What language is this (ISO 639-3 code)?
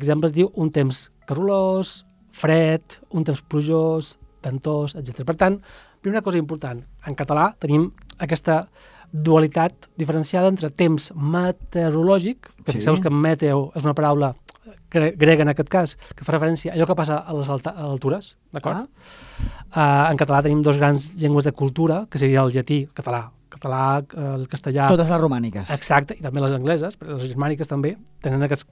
cat